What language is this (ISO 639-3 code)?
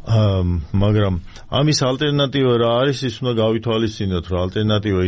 kat